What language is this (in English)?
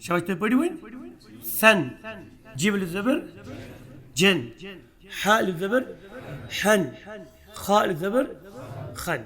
Kashmiri